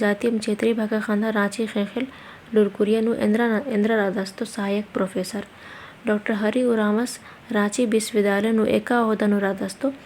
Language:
Kurukh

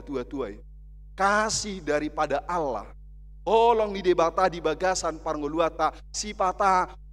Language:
Batak Toba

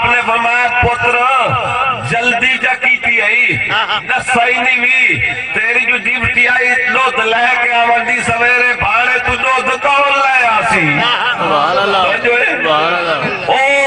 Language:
Saraiki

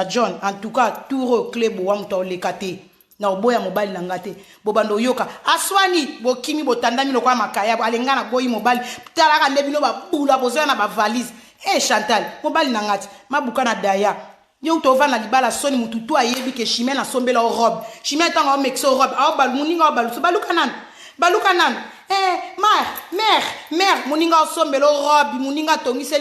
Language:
Lingala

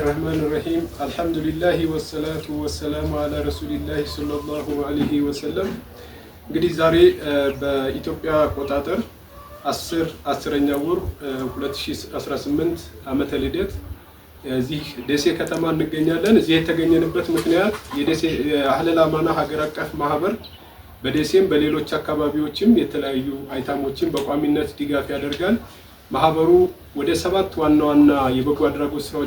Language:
Amharic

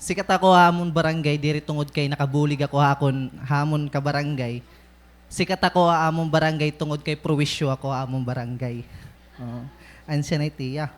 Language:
Waray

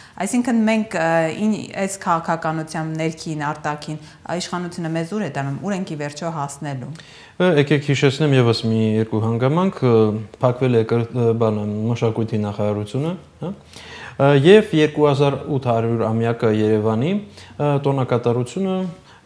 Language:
Armenian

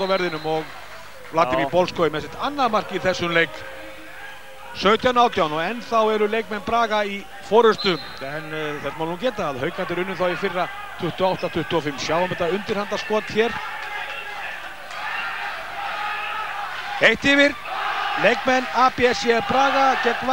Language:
Icelandic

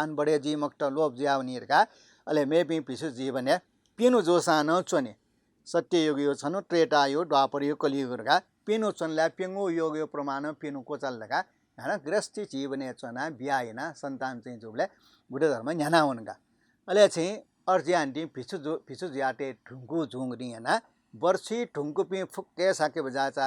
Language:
Newari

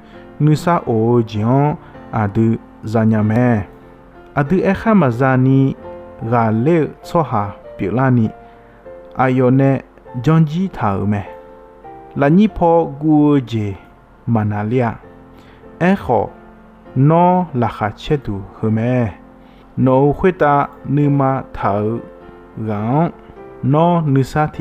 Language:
Akha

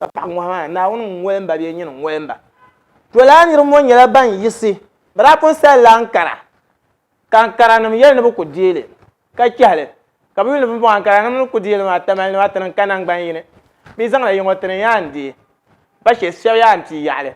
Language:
Dagbani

